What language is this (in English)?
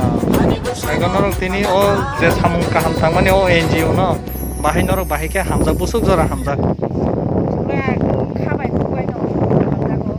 Kok Borok